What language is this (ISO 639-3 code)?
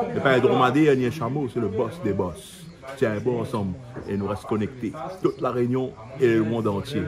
rcf